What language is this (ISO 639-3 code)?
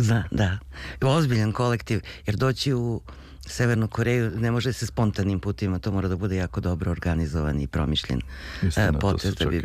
srp